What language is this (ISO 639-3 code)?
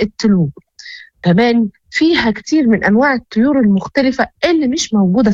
ary